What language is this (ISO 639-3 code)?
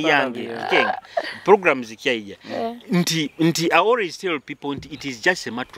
nyo